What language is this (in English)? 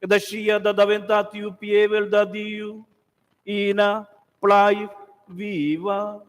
Romansh